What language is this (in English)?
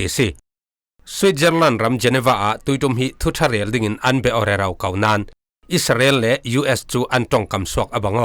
Falam Chin